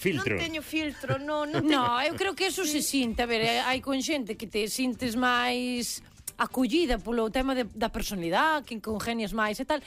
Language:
Galician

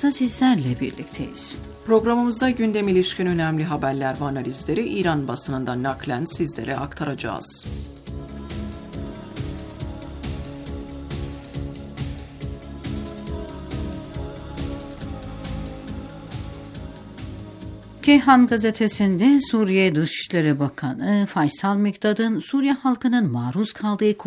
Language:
Turkish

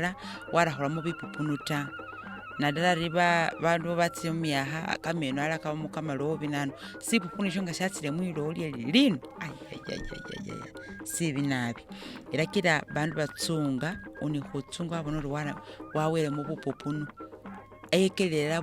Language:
Masaaba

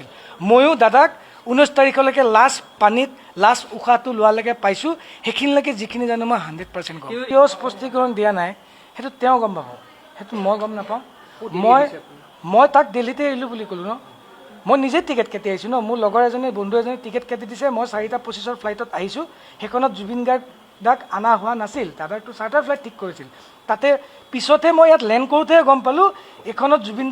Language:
Assamese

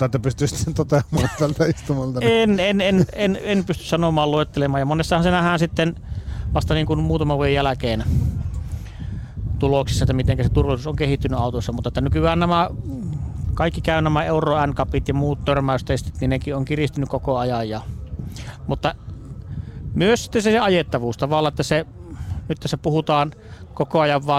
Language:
Finnish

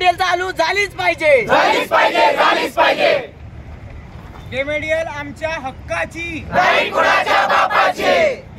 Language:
Marathi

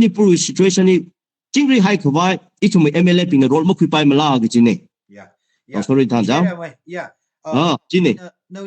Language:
Tangkhul Naga (India)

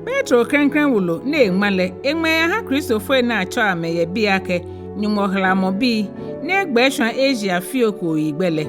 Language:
Ga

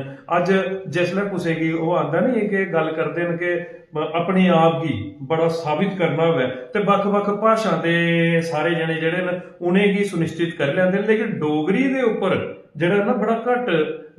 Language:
Dogri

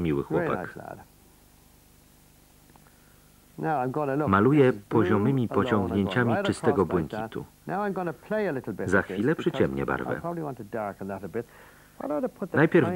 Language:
Polish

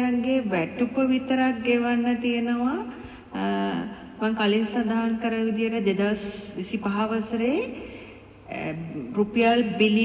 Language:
Sinhala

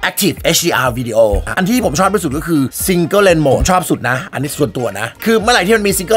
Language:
Thai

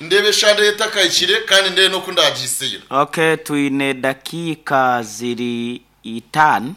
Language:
Nyankole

